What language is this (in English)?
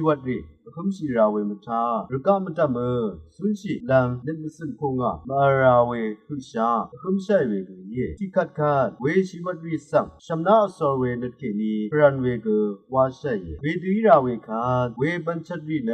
Rawang